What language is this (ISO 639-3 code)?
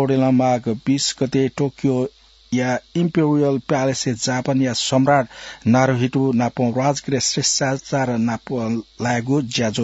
new